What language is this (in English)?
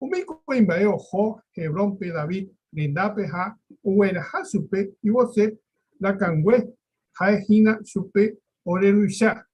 Guarani